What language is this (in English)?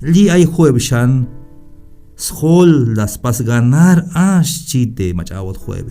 Tzeltal